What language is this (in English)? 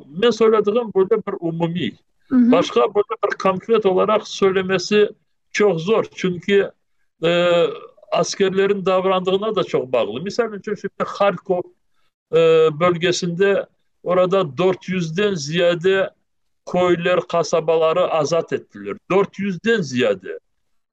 Crimean Tatar